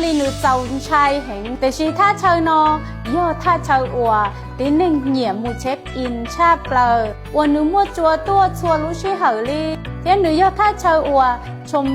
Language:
Hmong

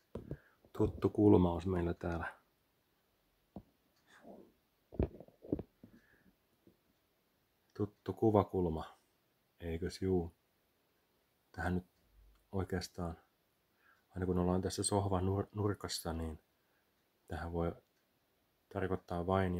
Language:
Finnish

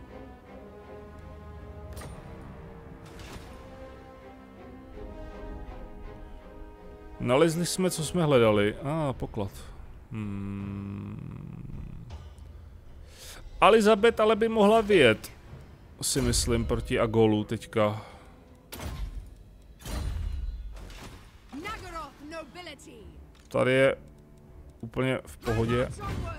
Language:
Czech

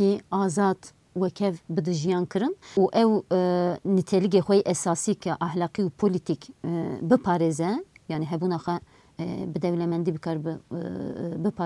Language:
Kurdish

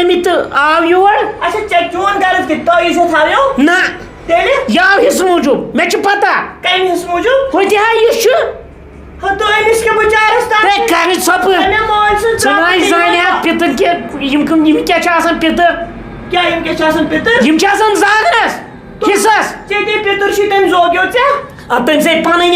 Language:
Kashmiri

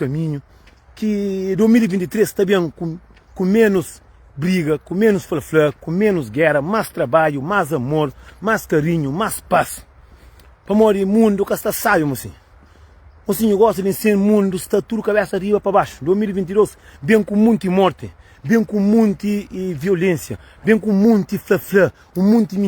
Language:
Kabuverdianu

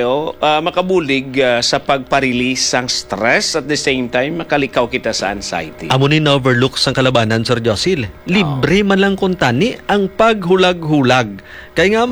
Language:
Hiligaynon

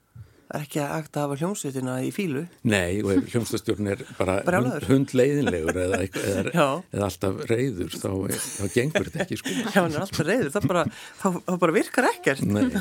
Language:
Icelandic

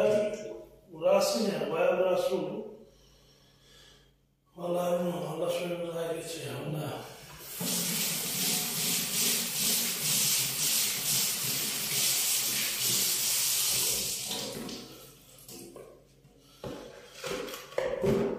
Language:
Turkish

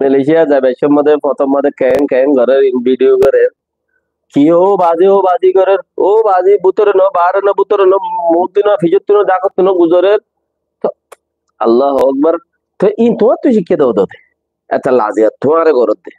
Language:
Rohingya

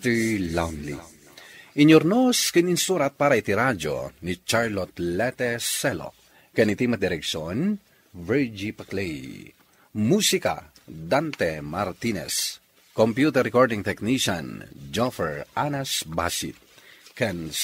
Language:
Iloko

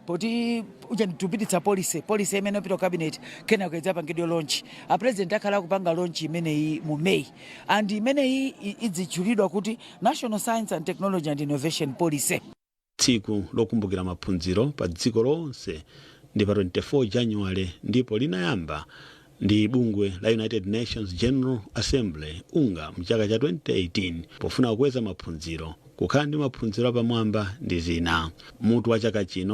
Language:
Nyanja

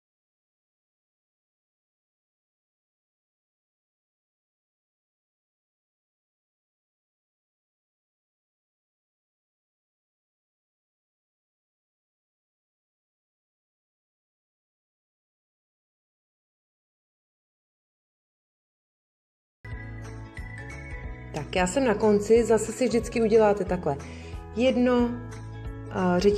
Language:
Czech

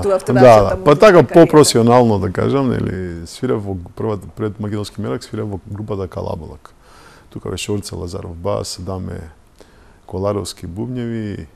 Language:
Macedonian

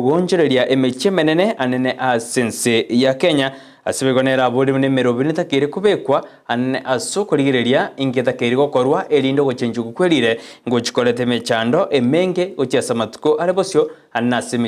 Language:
Gusii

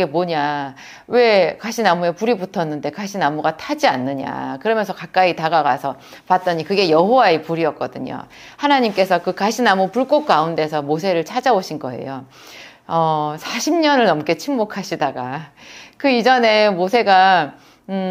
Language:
Korean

